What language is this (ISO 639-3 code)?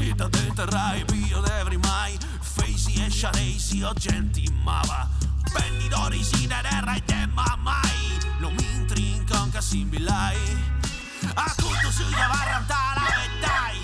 srd